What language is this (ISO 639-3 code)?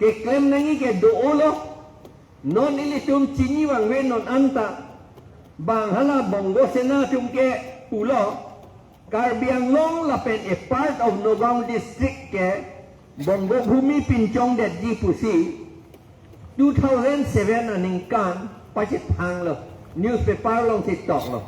mjw